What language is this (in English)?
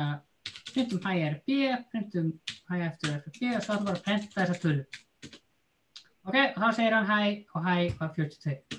Icelandic